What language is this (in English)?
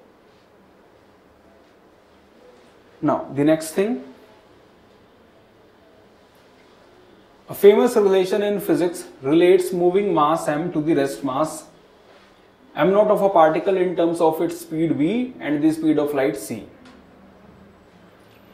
Hindi